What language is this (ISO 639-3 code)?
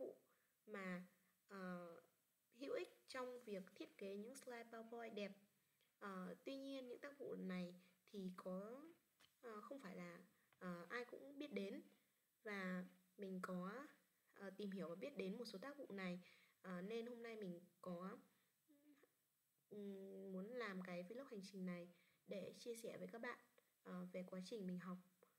vie